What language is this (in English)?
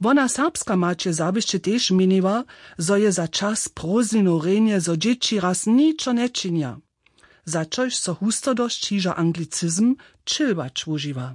Upper Sorbian